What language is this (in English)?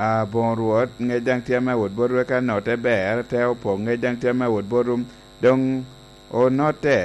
Lango (Uganda)